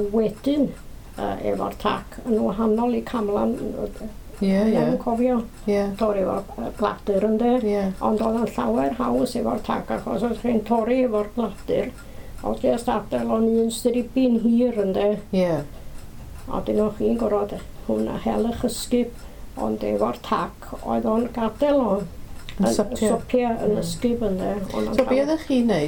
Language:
Welsh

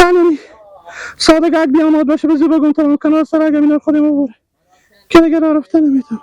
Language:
Persian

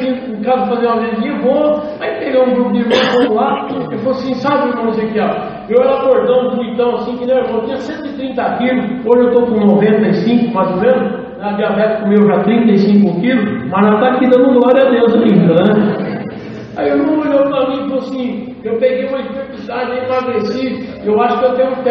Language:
Portuguese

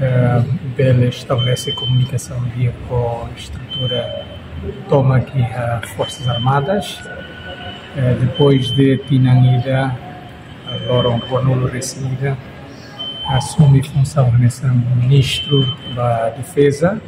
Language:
Tetum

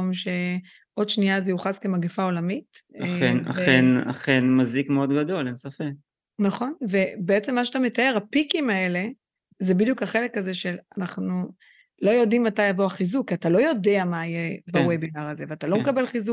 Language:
Hebrew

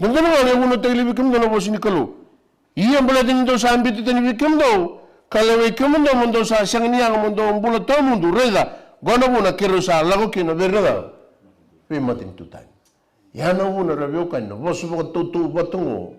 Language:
Fijian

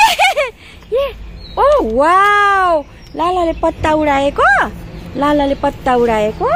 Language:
Nepali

